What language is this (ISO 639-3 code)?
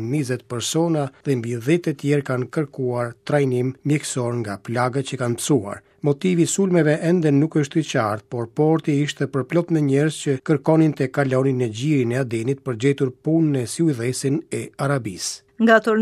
sqi